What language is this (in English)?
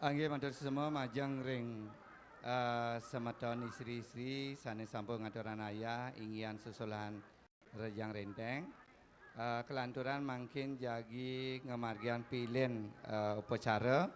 Balinese